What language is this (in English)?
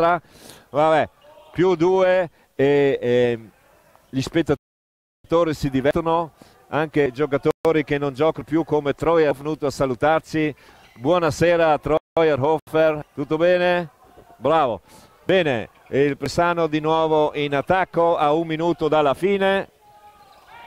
Italian